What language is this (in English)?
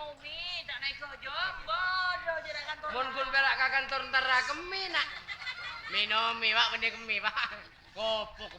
Madurese